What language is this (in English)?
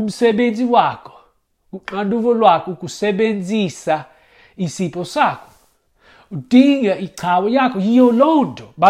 Xhosa